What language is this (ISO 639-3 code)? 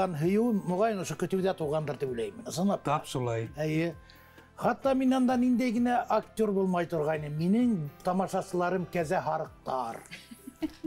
bak